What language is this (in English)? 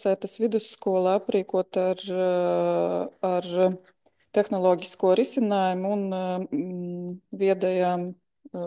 Latvian